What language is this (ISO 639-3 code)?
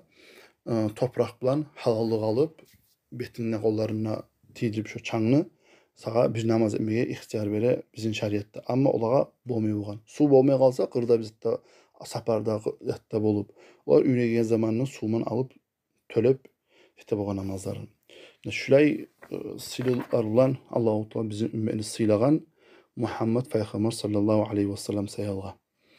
kum